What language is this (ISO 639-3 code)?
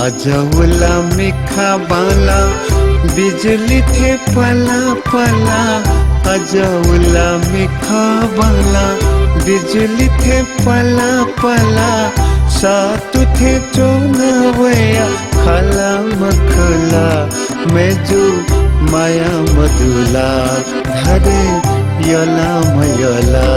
new